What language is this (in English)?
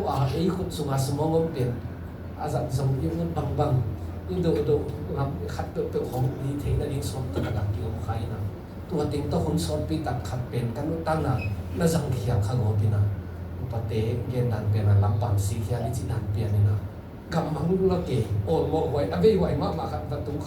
Tedim Chin